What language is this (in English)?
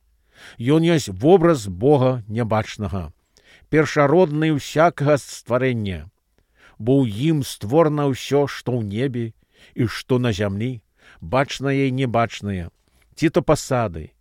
Belarusian